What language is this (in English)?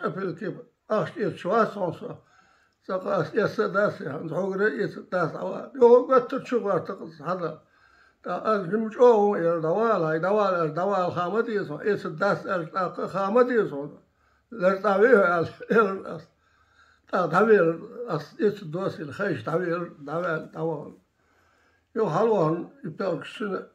Chechen